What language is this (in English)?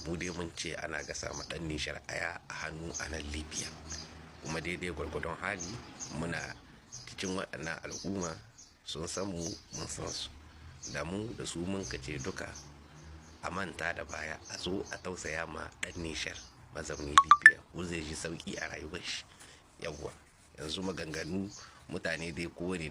Hausa